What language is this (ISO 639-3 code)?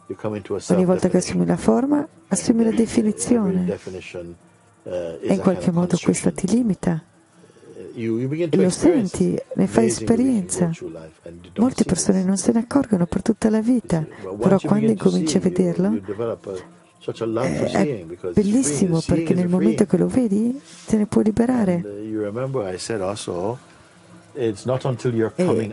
ita